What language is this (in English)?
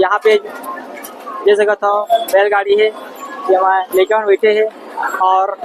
Chhattisgarhi